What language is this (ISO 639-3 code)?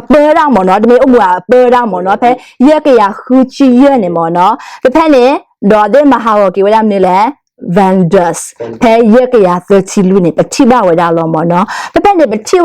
ksw